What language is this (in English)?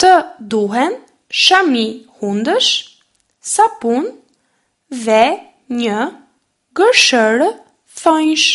Albanian